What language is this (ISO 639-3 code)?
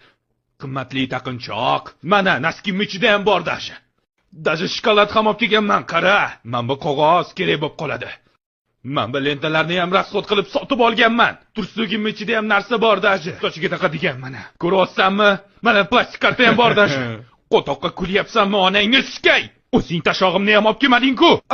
uzb